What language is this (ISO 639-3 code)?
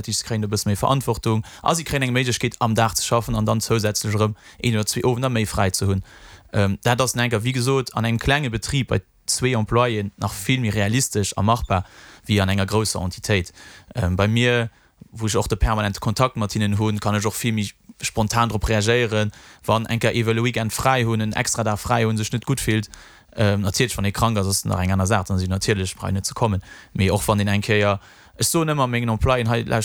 ltz